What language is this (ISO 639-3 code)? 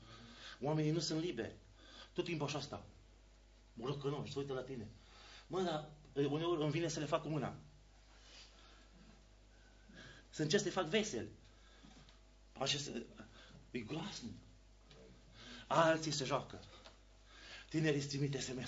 ron